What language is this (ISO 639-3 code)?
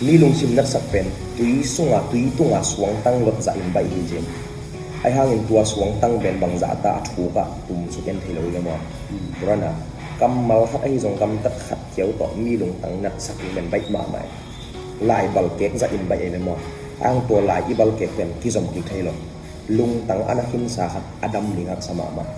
ctd